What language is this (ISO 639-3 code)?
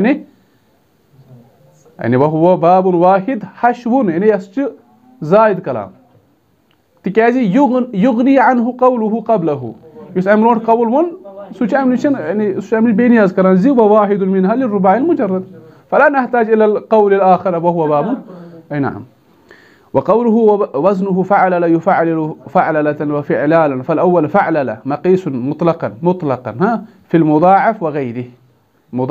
ara